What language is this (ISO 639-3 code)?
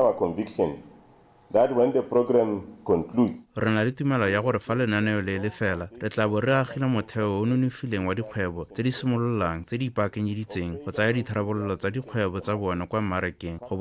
tsn